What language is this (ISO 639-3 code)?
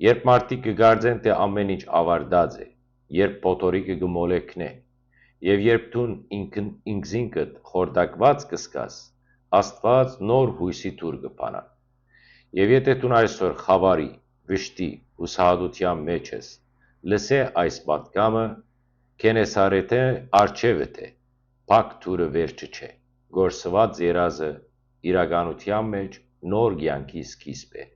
hyw